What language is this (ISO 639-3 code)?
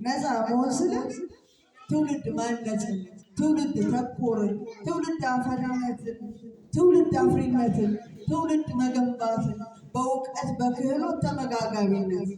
amh